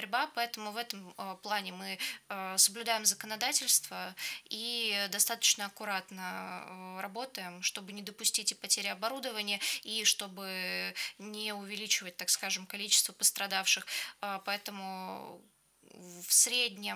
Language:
Russian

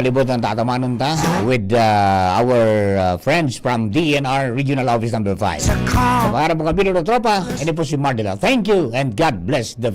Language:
Bikol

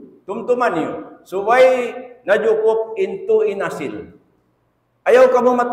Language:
Tausug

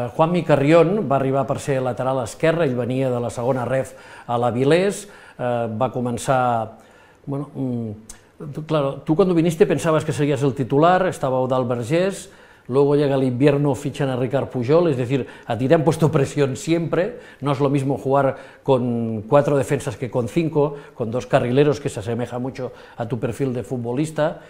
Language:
Spanish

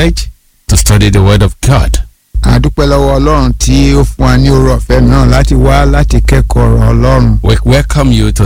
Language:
Yoruba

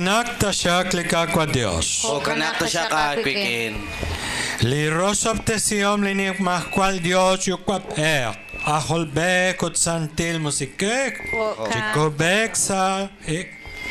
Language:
Kekchí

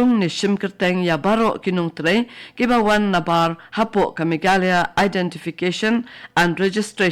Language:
Khasi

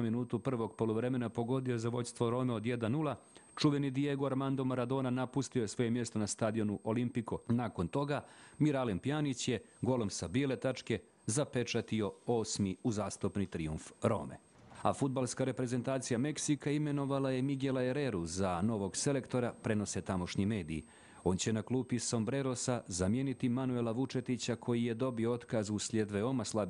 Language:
Bosnian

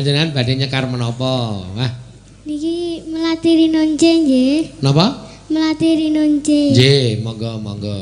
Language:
Javanese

